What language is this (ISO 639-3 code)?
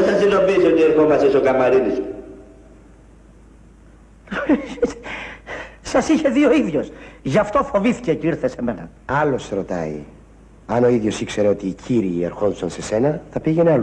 ell